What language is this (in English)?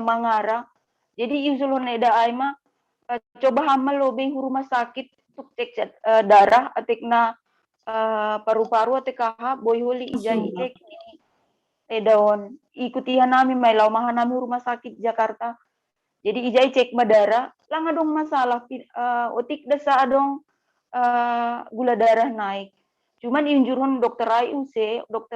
Batak Simalungun